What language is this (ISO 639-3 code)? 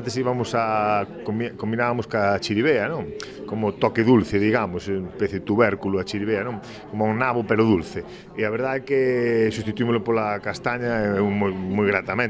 glg